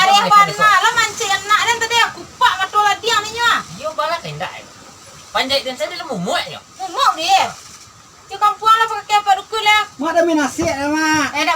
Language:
Minangkabau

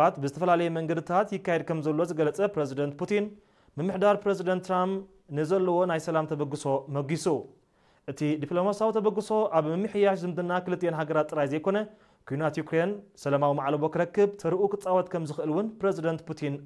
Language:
Tigrinya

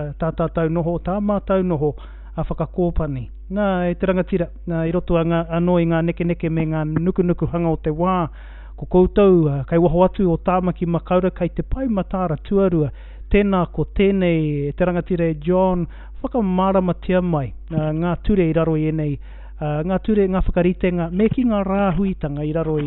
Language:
Māori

